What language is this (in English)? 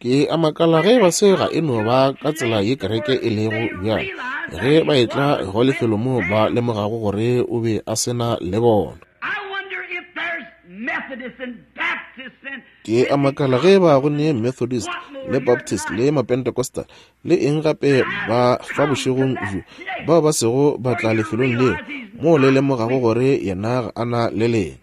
Northern Sotho